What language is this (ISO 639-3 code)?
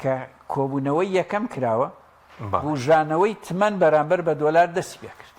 ckb